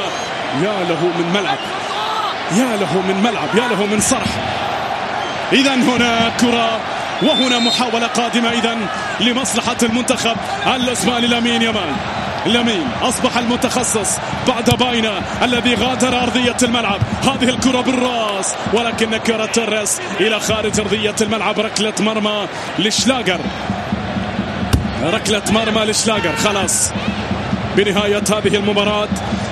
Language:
Arabic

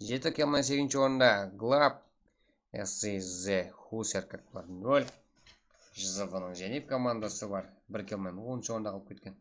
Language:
Kara-Kalpak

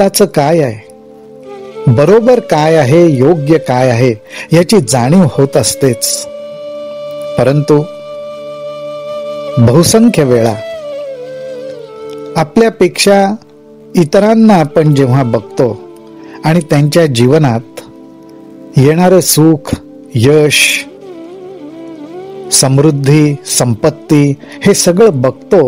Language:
Marathi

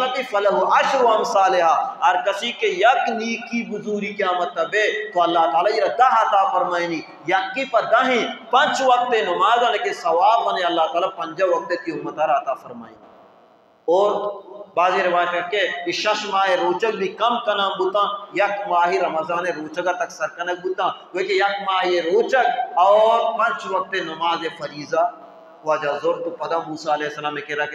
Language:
Baluchi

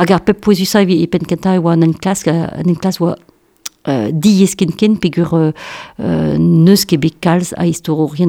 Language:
Breton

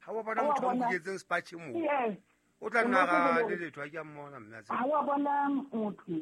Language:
Southern Sotho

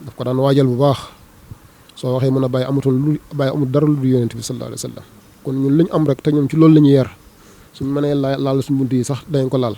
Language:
Wolof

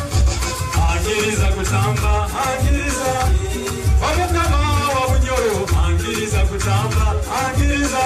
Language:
Nyoro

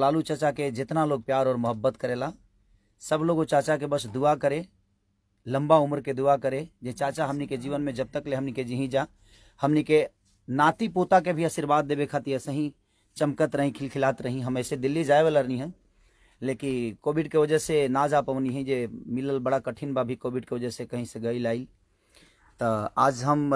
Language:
Bhojpuri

